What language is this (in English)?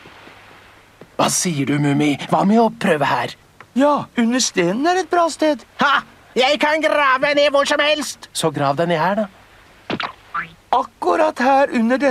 Norwegian